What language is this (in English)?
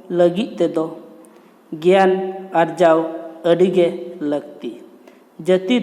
Santali